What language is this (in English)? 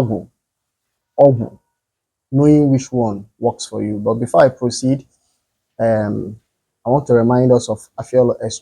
Igbo